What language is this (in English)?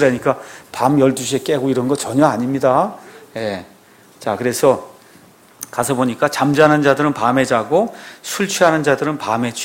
Korean